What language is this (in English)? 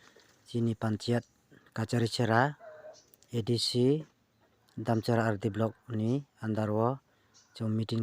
Riang (India)